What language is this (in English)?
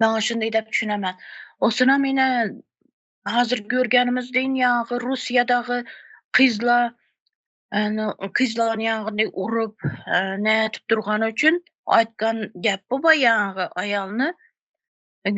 Turkmen